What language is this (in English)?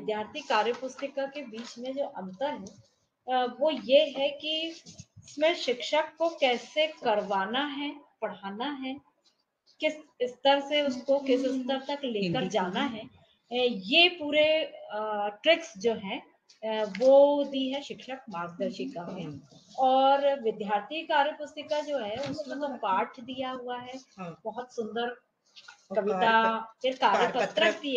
Hindi